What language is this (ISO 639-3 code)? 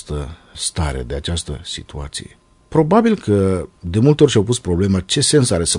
ron